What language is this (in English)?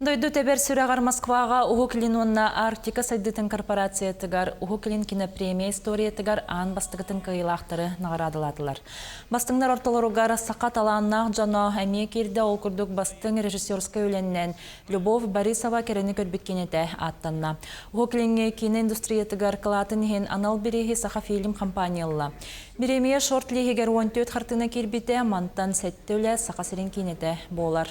Yakut